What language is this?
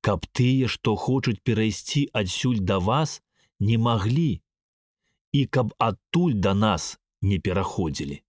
Belarusian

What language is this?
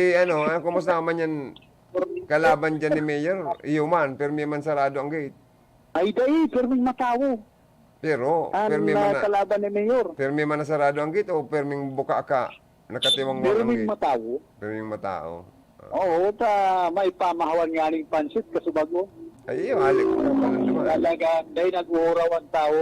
Bikol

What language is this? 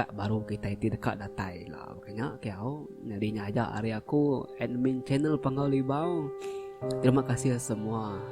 Iban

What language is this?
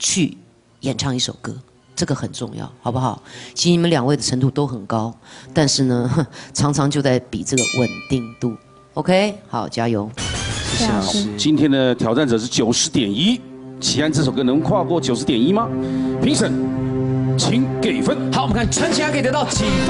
Chinese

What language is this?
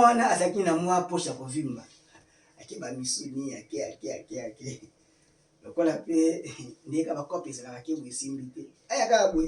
Lingala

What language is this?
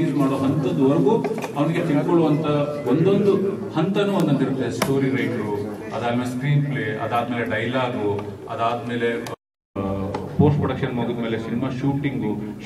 Kannada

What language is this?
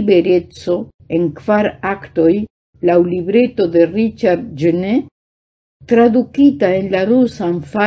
Esperanto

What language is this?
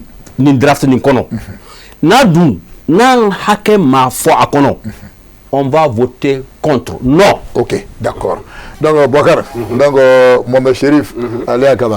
Bambara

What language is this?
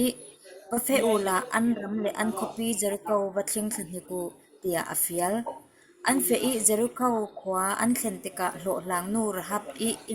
Falam Chin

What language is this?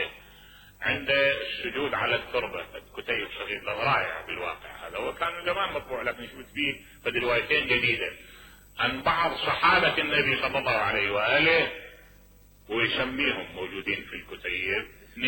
Mesopotamian Arabic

